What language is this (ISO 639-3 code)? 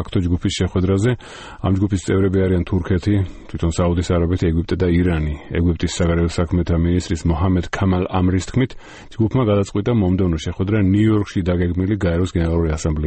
kat